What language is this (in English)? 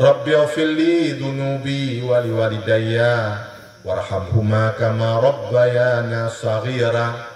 Achinese